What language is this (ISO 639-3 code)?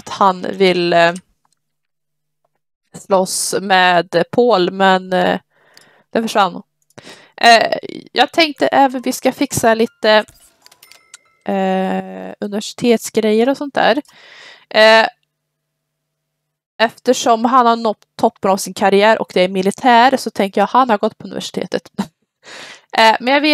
swe